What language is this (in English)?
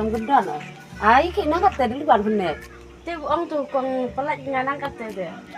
Khasi